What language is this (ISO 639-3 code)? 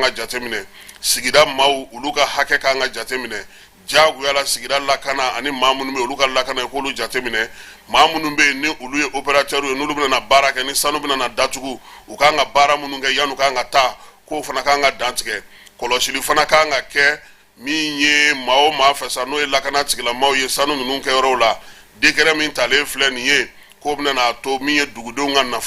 bam